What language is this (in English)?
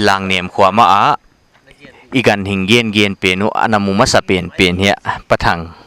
Paite Chin